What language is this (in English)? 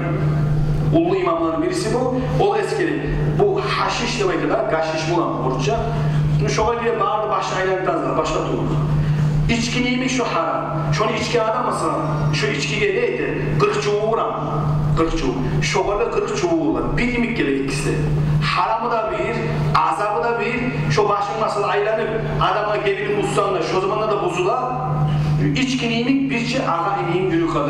Kumyk